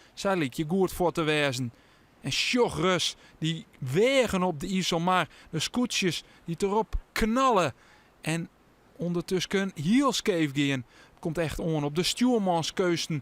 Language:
Western Frisian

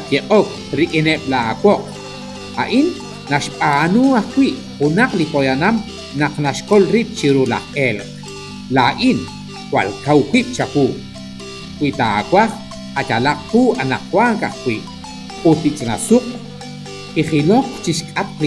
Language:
Kekchí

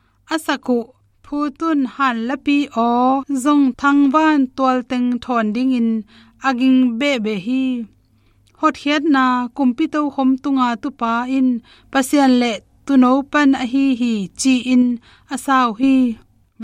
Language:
Tedim Chin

